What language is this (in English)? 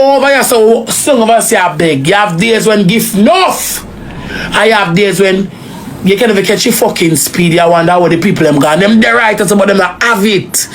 Jamaican Creole English